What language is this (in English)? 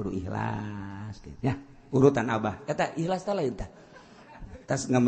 Sundanese